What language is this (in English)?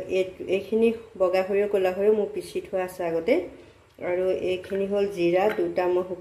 Assamese